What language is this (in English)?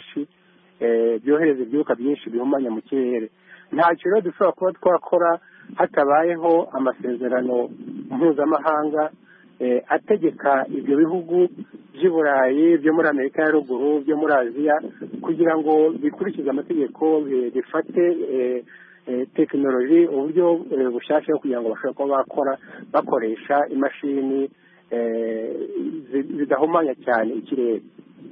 Kinyarwanda